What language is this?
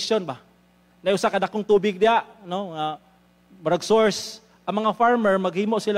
Cebuano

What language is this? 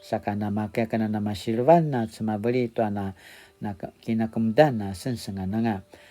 Paiwan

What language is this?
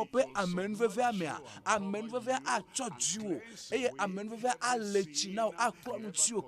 Ewe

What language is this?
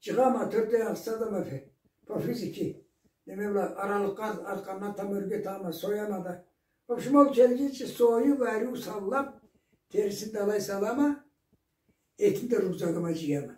Karachay-Balkar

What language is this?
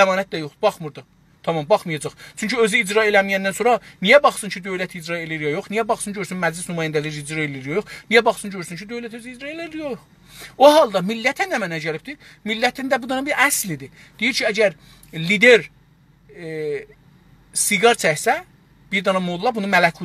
South Azerbaijani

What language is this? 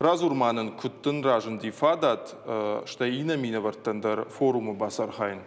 Ossetic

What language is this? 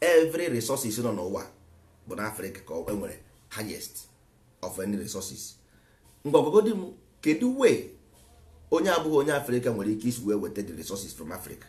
Igbo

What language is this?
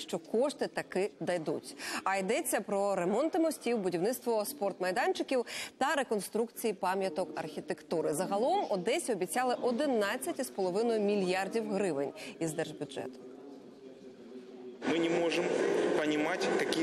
Ukrainian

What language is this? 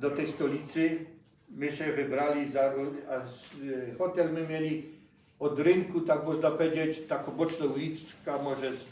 Silesian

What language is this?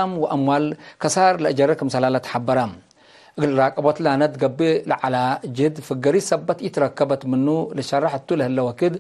Tigre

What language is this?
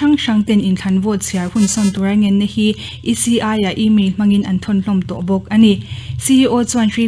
Mizo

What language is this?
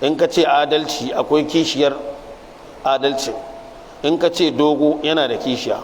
Hausa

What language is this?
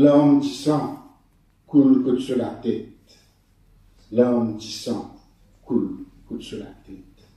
Morisyen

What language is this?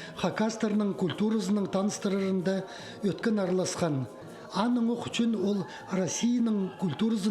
Khakas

